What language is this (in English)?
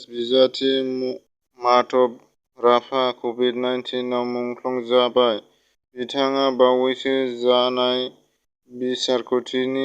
Bodo